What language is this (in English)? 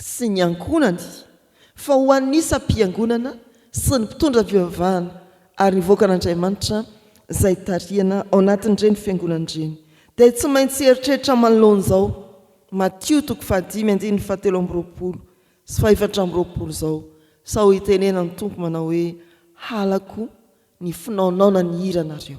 Malagasy